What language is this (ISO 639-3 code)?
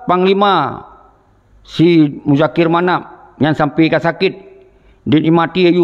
ace